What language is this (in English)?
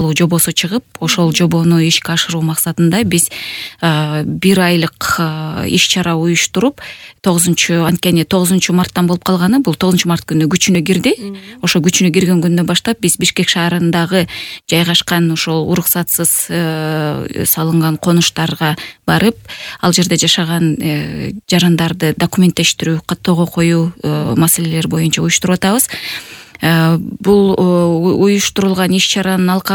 Kyrgyz